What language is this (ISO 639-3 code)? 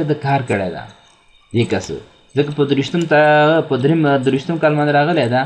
pus